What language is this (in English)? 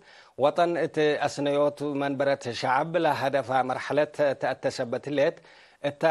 Tigre